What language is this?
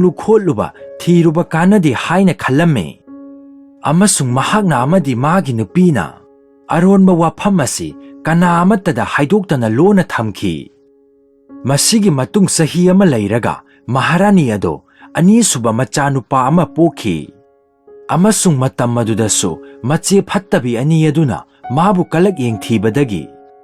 Manipuri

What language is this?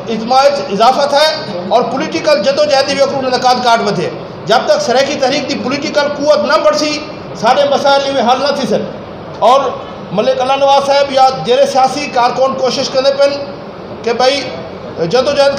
Saraiki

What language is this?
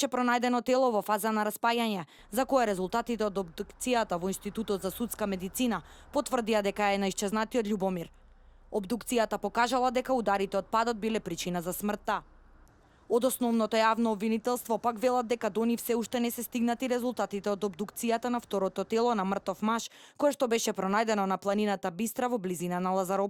Macedonian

